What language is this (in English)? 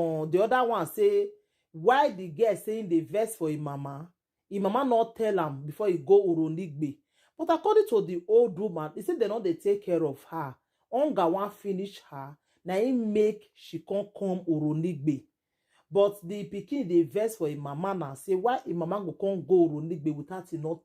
Nigerian Pidgin